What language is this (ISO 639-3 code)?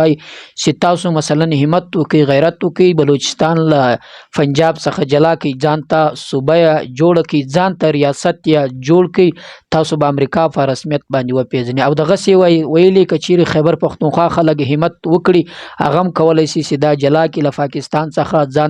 pus